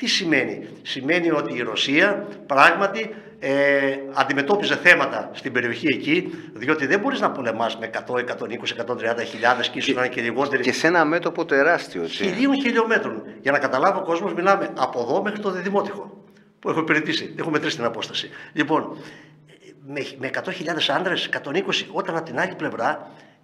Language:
Greek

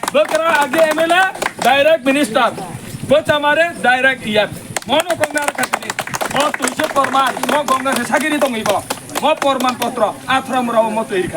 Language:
Kok Borok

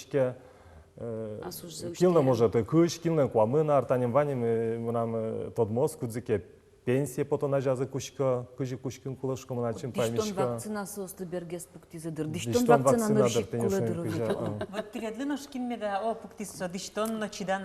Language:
Udmurt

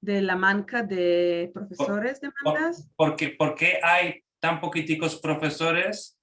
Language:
Ladino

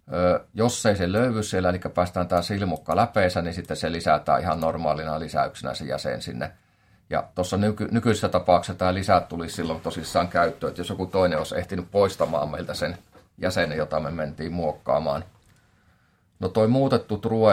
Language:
Finnish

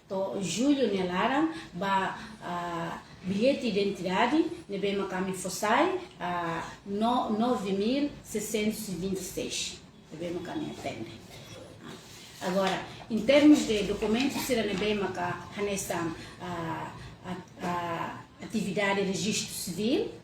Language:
Tetum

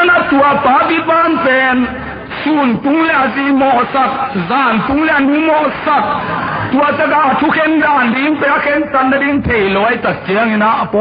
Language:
Tedim Chin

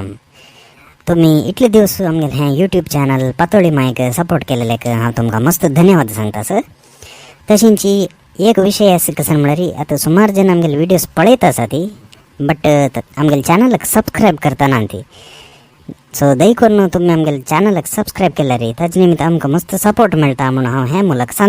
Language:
Konkani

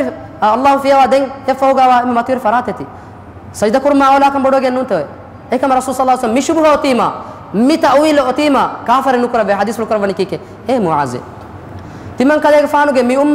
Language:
Divehi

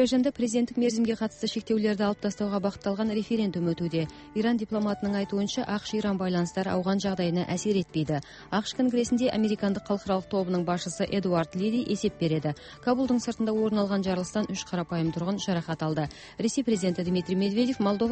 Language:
Kazakh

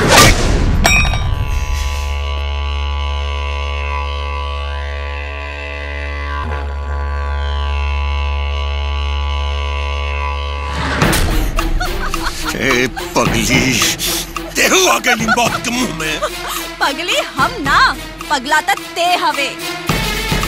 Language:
Bhojpuri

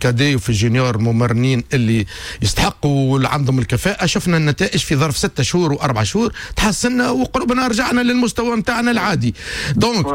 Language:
Tunisian Arabic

